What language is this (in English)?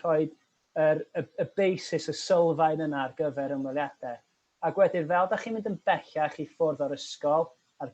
Welsh